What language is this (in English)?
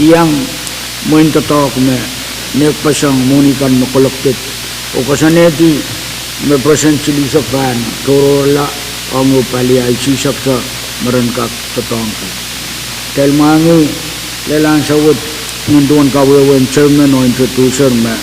Pohnpeian